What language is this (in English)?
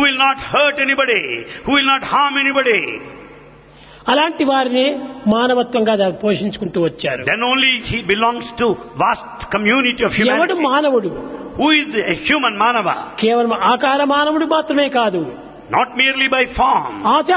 Telugu